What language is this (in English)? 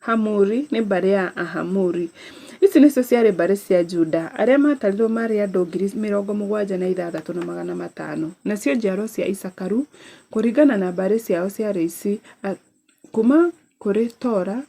Kikuyu